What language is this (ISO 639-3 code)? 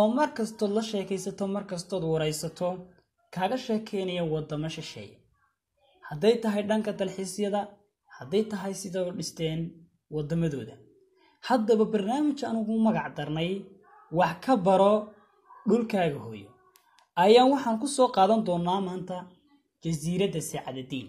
som